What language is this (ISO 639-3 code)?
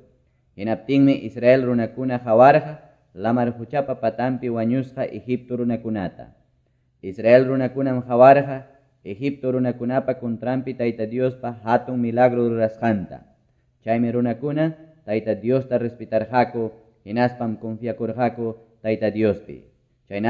que